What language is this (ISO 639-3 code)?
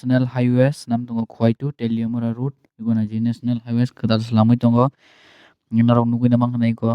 trp